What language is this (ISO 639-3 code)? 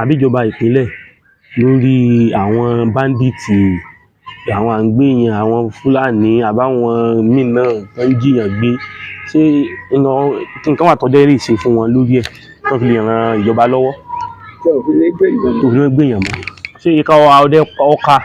yor